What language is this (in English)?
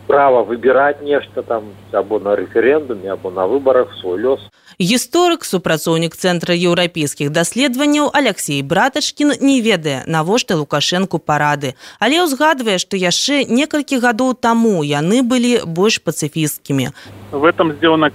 Belarusian